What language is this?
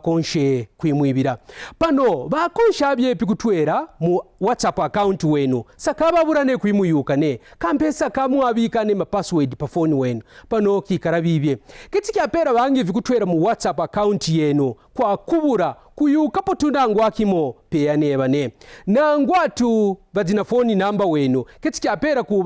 Kaonde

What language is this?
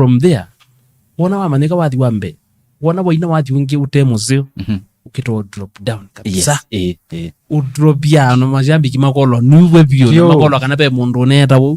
Kamba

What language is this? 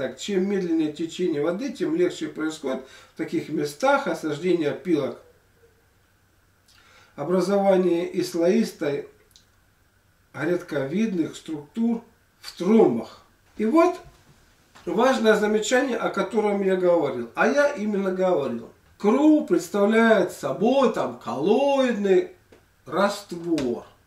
Russian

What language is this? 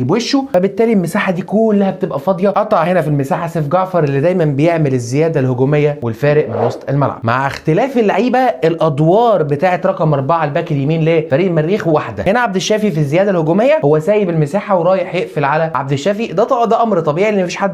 Egyptian Arabic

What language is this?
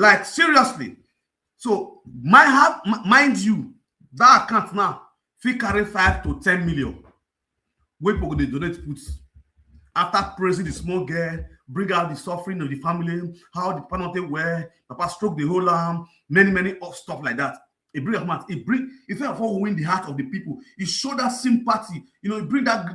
Nigerian Pidgin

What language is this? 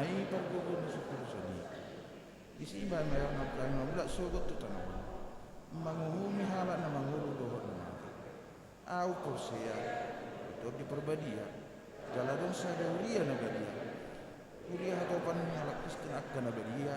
Batak Toba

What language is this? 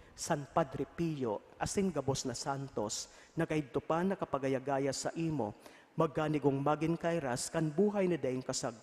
Bikol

